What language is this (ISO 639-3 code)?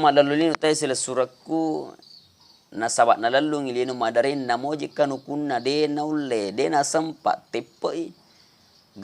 bug